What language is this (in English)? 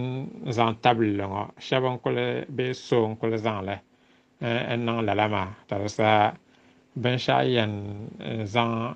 Dagbani